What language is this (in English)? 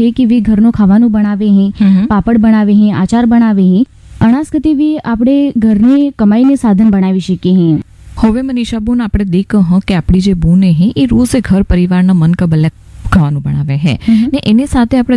Gujarati